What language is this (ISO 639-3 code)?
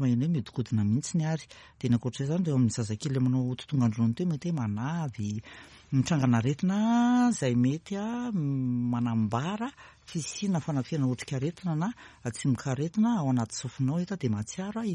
mlg